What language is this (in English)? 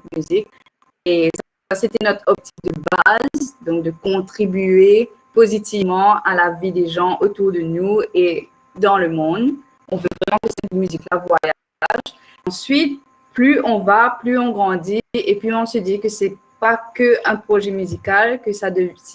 Morisyen